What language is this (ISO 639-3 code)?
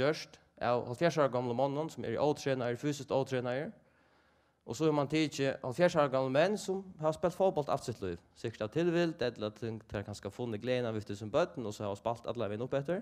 fao